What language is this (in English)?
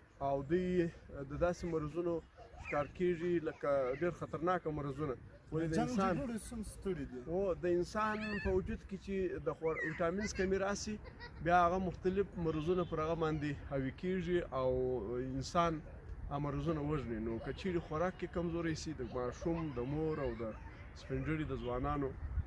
Pashto